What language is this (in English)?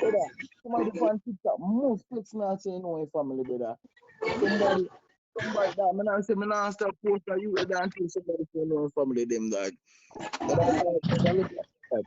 Jamaican Creole English